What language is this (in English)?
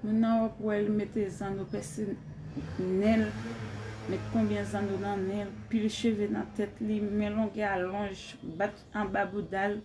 Haitian Creole